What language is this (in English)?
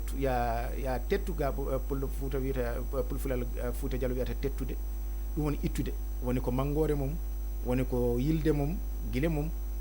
Fula